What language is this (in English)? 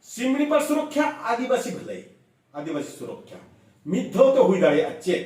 Santali